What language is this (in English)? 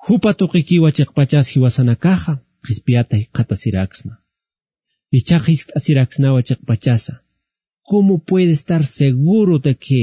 Aymara